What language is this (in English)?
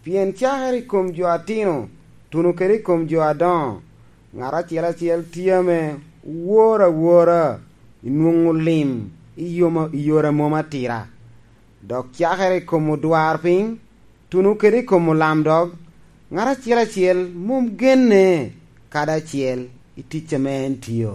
Lango (Uganda)